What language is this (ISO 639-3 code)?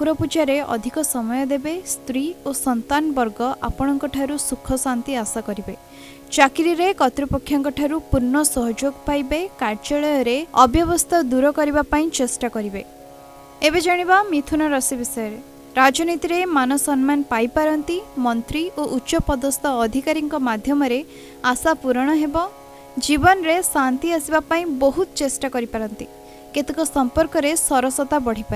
ori